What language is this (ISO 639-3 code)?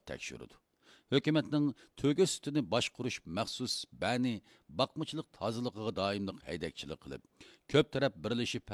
uig